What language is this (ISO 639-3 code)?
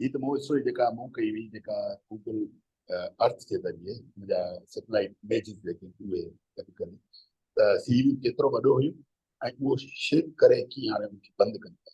snd